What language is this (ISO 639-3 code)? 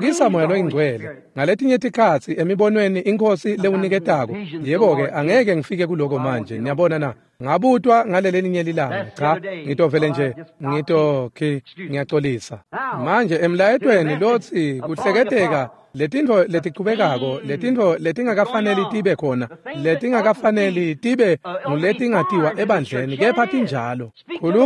ssw